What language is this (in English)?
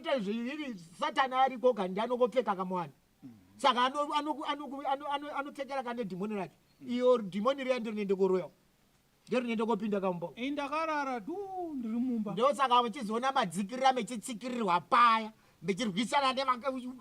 Shona